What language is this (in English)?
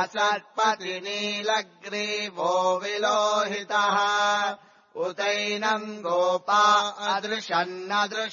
Sanskrit